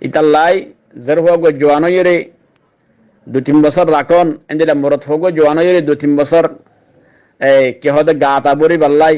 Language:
Rohingya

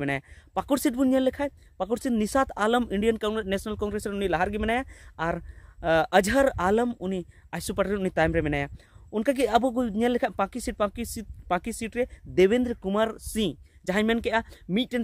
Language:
Santali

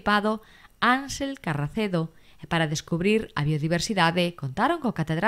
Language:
Galician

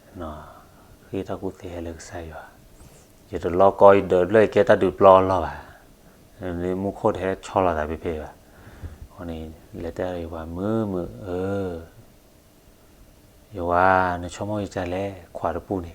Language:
S'gaw Karen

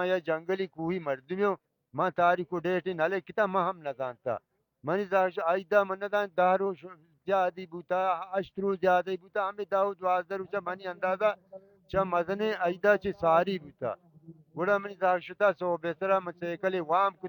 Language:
Baluchi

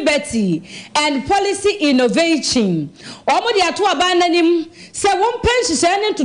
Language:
Akan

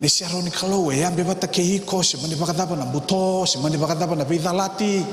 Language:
Fijian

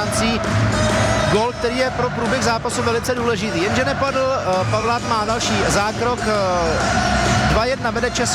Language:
Czech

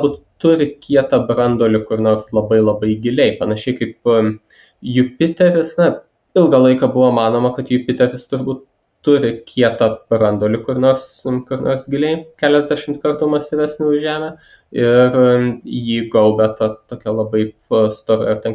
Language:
Lithuanian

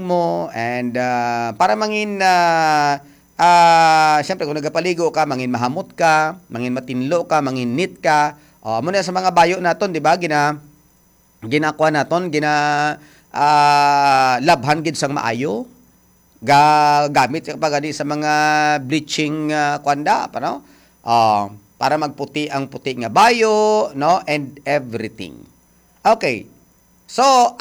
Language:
Hiligaynon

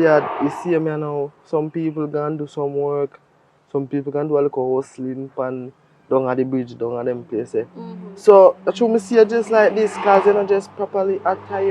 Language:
Jamaican Creole English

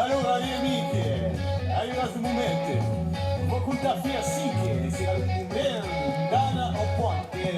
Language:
Occitan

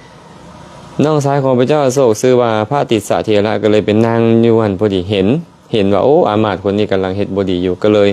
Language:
Lao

